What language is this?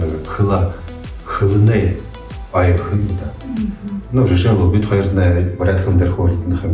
Buriat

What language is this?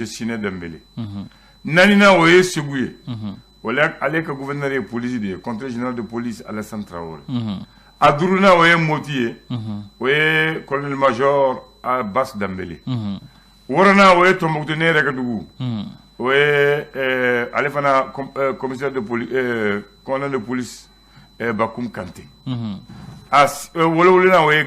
Bambara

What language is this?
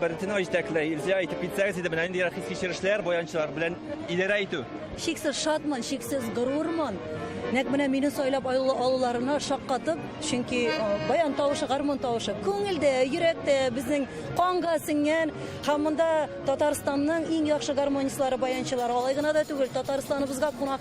Tatar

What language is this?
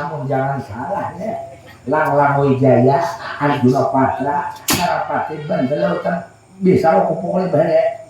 Banjar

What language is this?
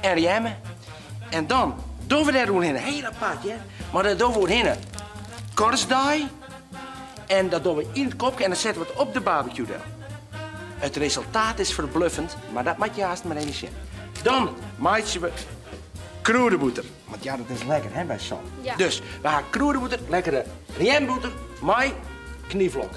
Western Frisian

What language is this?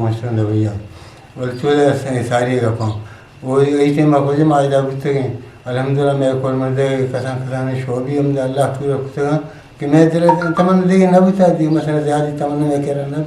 Eastern Balochi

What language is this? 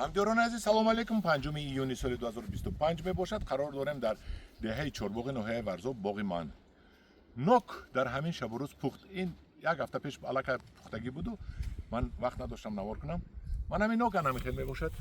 Tajik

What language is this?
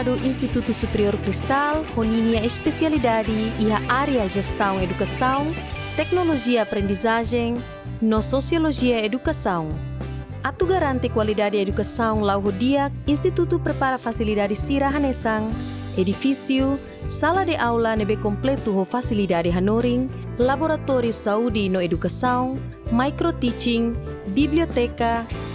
Tetum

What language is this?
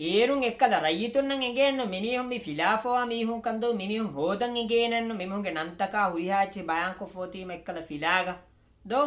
Divehi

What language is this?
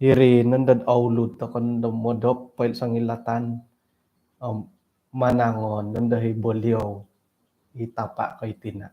Central Dusun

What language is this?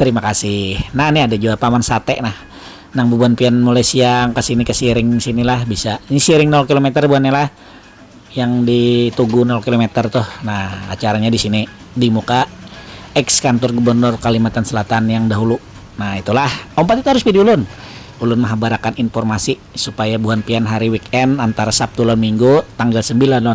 Banjar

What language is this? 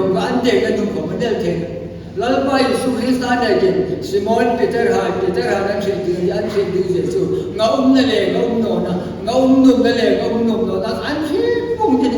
Hmar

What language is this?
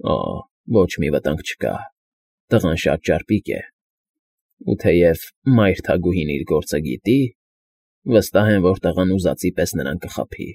Armenian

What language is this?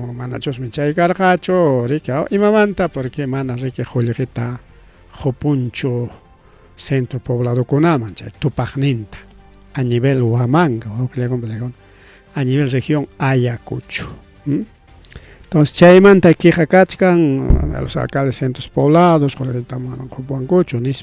Ayacucho Quechua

